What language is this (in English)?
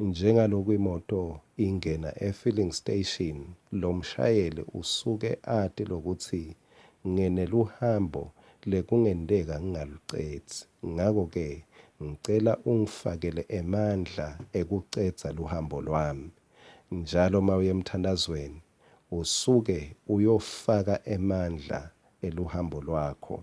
Swati